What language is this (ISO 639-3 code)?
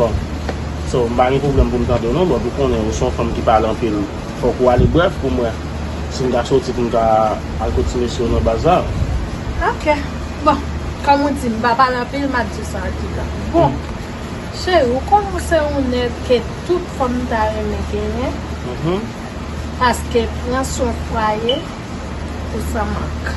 hat